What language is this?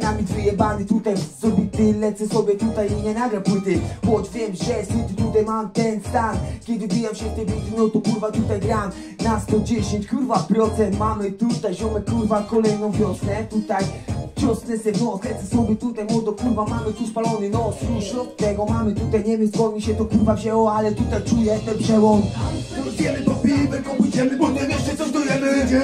Polish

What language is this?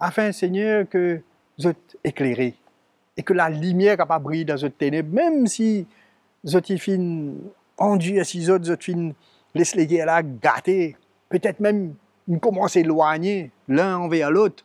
Morisyen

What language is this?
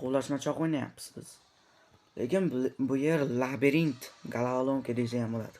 Uzbek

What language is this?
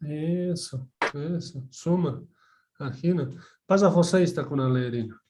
South Bolivian Quechua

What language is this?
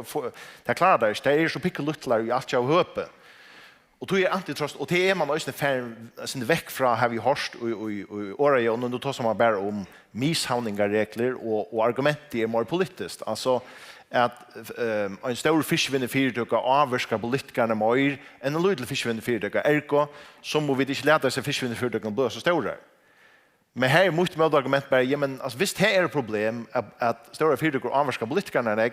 Faroese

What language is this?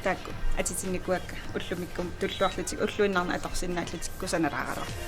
Kalaallisut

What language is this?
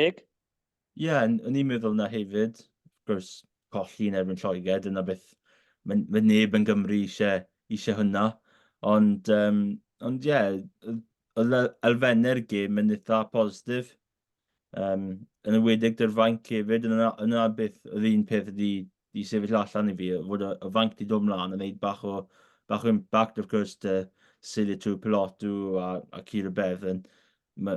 Welsh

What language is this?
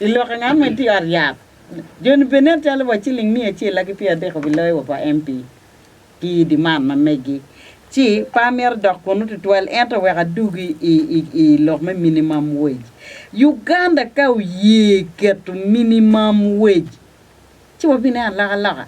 Acoli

